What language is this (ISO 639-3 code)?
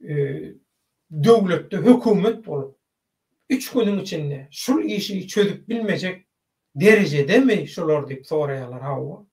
tuk